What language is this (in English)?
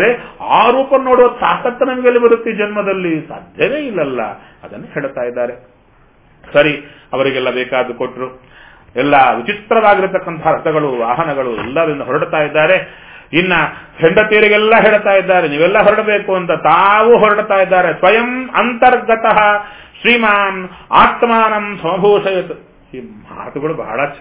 Kannada